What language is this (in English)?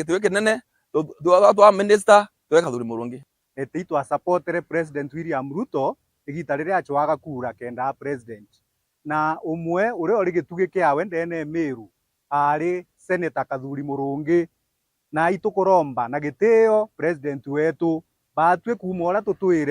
Meru